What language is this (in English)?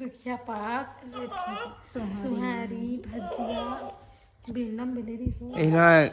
Chhattisgarhi